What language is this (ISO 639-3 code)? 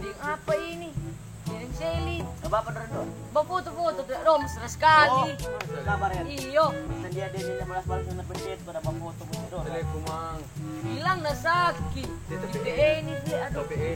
xmm